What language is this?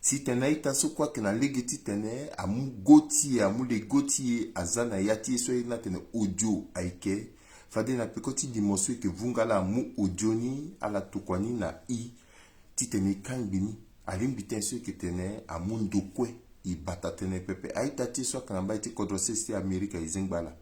Sango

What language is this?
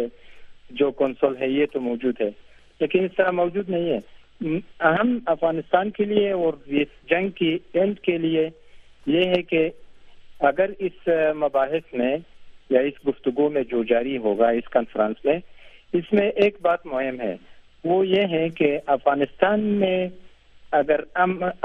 Urdu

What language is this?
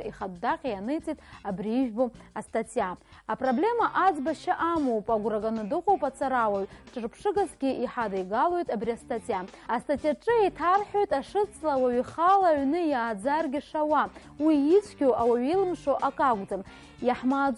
Abkhazian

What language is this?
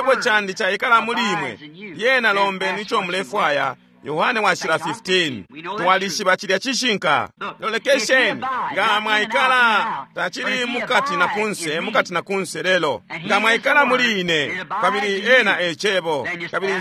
Bemba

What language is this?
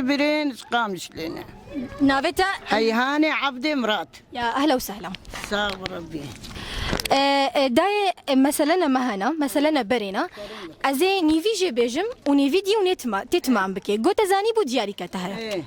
Kurdish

